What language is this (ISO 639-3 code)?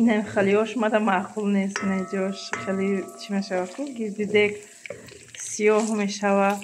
tgk